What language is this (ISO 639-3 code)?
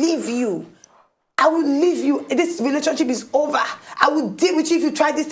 pcm